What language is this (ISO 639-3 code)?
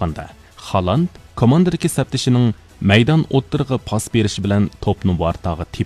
uig